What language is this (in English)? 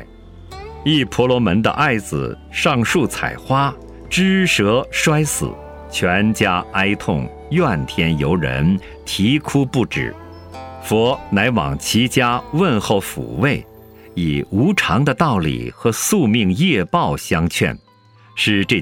Chinese